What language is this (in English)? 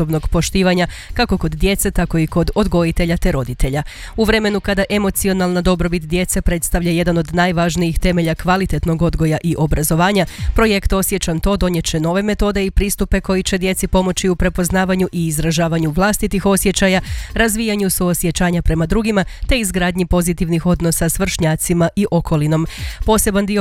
Croatian